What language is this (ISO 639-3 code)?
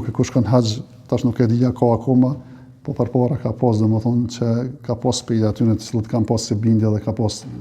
sqi